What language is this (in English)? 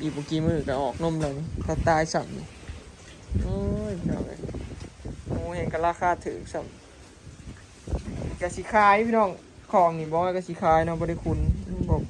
Northeastern Thai